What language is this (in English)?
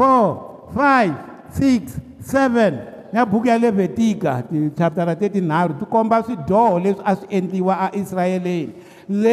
Tsonga